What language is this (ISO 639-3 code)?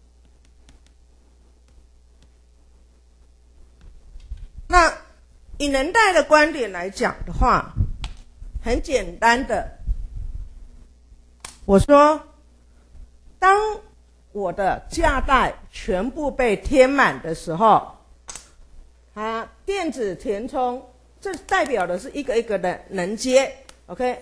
zho